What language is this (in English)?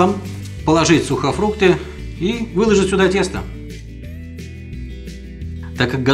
Russian